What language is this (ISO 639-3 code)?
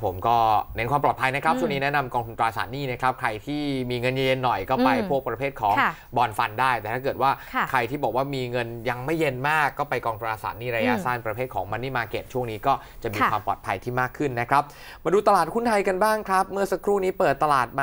tha